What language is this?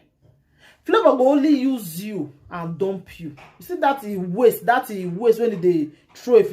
Nigerian Pidgin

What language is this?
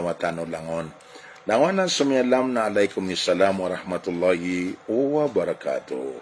Maranao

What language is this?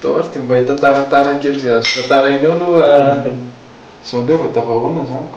Malagasy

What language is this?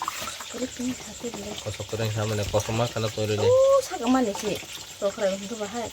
Kok Borok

